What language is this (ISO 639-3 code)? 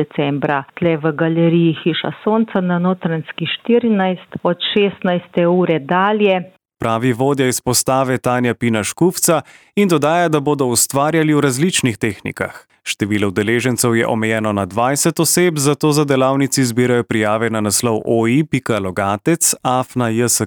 slv